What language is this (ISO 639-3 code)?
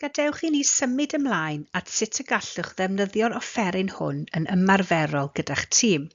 cym